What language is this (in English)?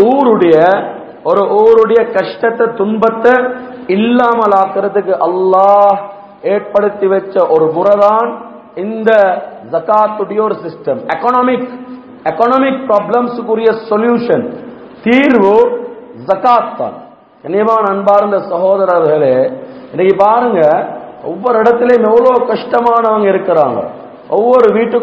Tamil